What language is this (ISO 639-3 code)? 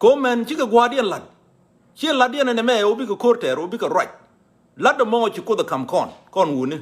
nus